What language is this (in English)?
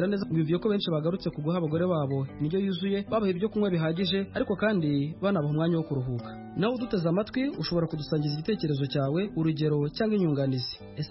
Kinyarwanda